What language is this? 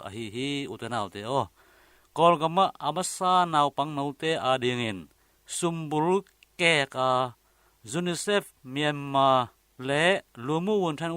Tedim Chin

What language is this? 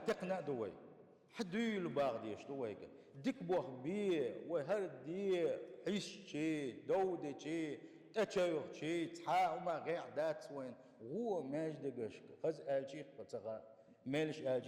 Chechen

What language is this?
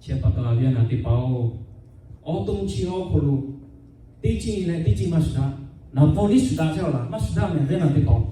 Lahu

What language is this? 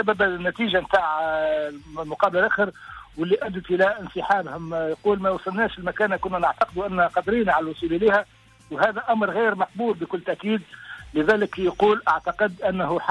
Tunisian Arabic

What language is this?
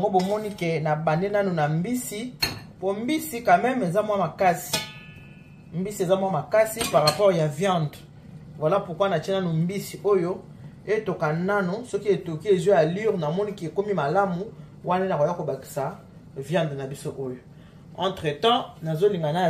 Lingala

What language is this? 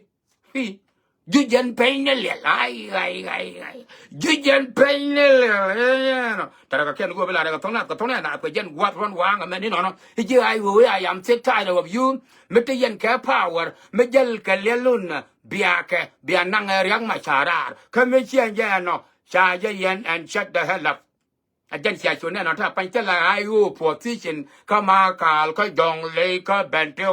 Nuer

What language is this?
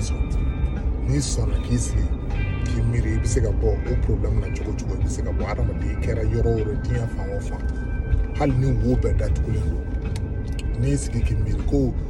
Bambara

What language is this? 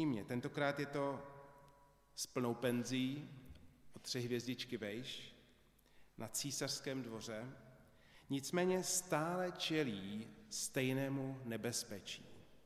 Czech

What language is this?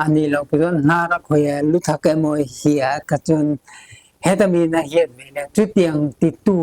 Mizo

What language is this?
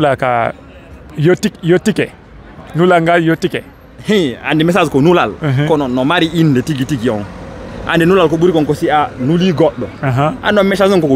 Fula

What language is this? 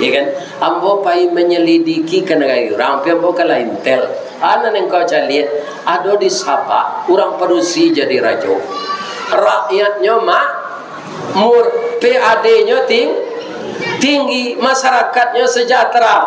Minangkabau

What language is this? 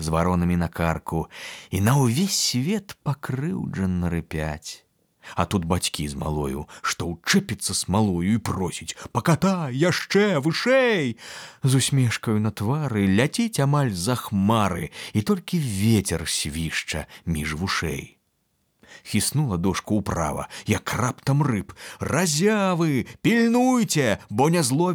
Belarusian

